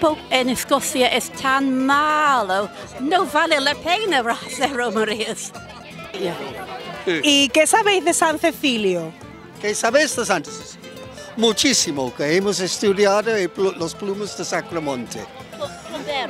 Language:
Spanish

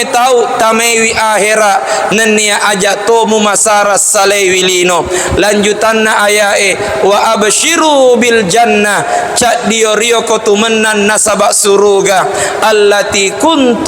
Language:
Buginese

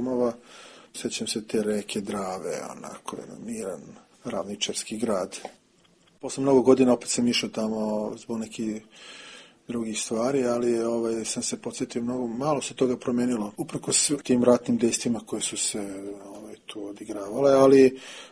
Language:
Serbian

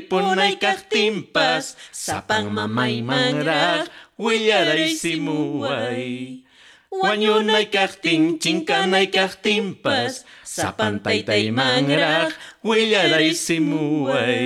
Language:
South Bolivian Quechua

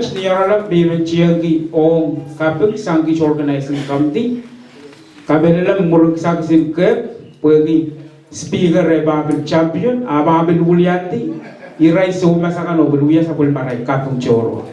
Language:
Pohnpeian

